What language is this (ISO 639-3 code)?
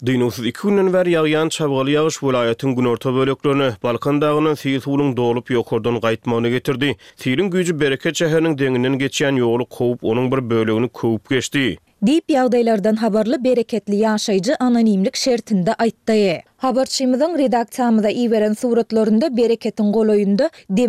tuk